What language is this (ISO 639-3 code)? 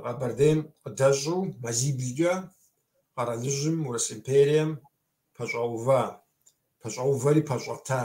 kbd